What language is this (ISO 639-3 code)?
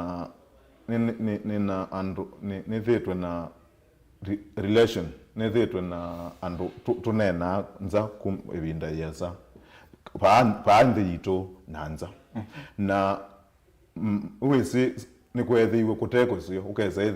kam